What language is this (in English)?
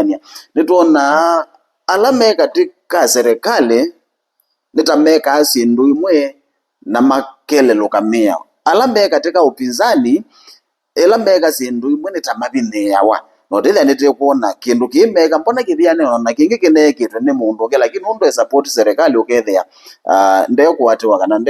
Kamba